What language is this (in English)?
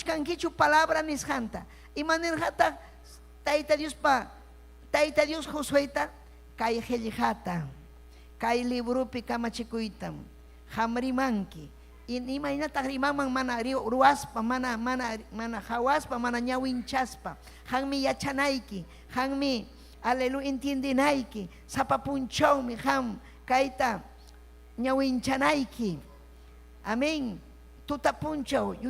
Ayacucho Quechua